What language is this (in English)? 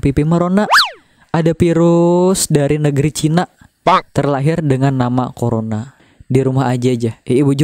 Banjar